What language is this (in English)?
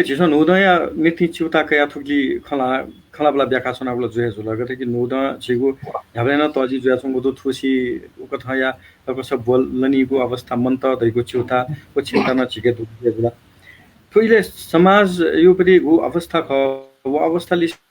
Newari